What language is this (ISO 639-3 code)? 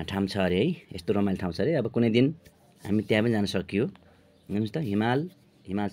nep